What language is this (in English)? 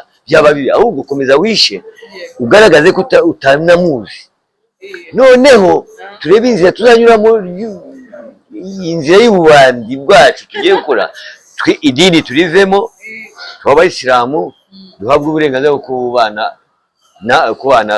Kinyarwanda